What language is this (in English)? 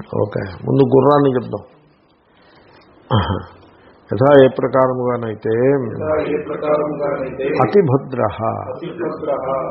Telugu